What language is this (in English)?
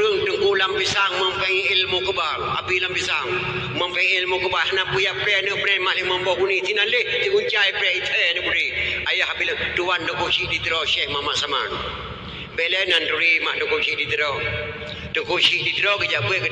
Achinese